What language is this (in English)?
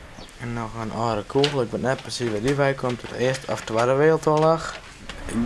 Western Frisian